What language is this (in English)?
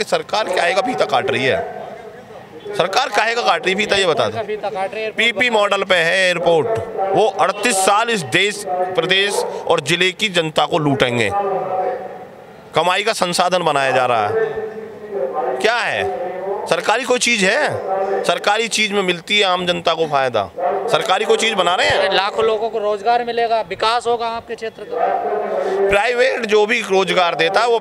Hindi